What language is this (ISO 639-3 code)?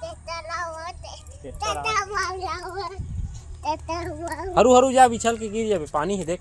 hne